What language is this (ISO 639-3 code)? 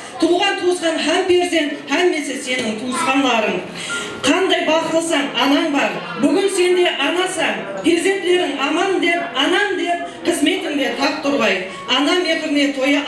kaa